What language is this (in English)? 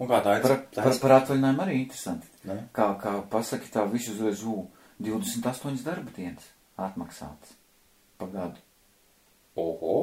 Latvian